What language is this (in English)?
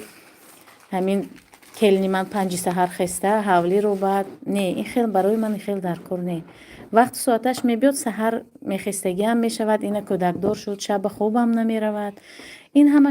Tajik